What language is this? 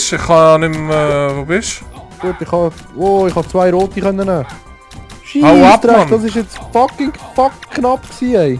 Swiss German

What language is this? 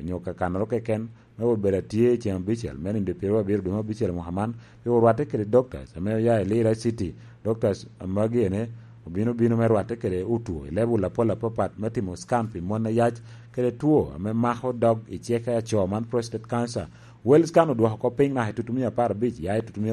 Lango (Uganda)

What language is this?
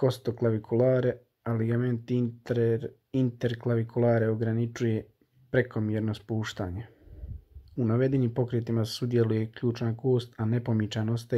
Croatian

